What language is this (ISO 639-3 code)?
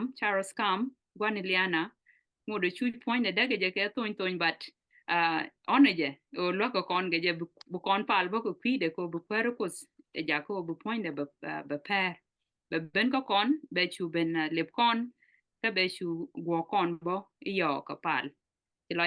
nus